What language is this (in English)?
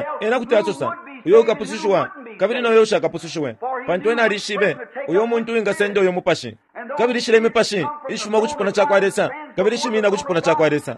Bemba